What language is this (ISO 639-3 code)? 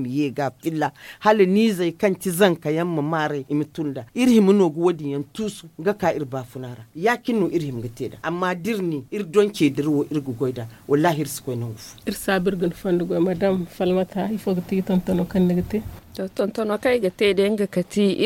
dje